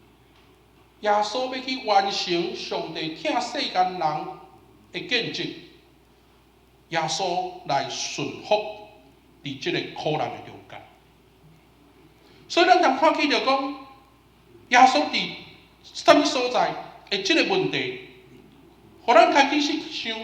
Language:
Min Nan Chinese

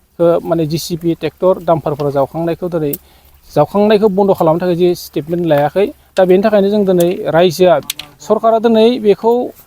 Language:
Bodo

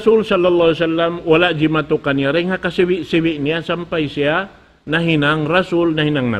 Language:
Tausug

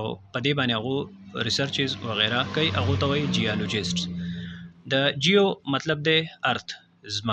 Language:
Pashto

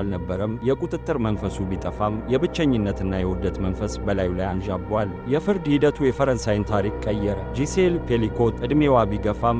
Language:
Amharic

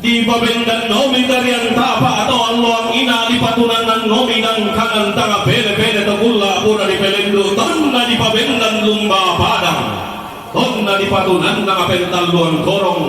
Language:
Toraja-Sa'dan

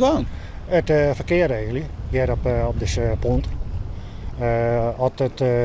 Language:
Western Frisian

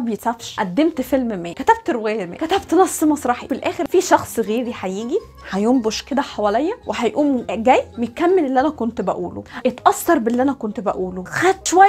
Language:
Egyptian Arabic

